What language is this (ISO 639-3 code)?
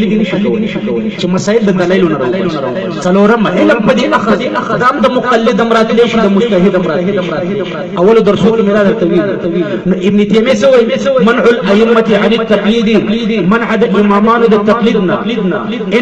pus